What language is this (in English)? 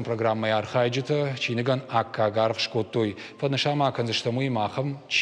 Ossetic